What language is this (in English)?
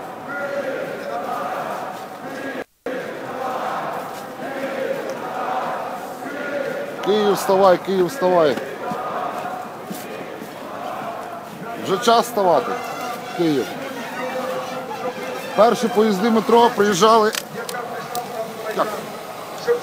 Ukrainian